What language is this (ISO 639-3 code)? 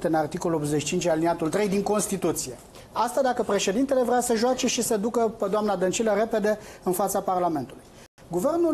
ron